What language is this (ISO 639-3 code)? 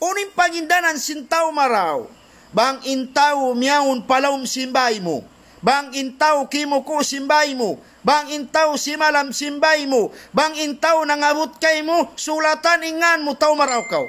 tsg